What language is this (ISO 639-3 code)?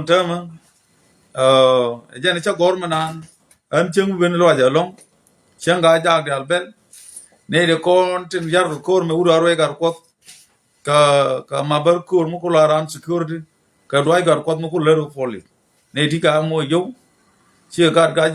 nus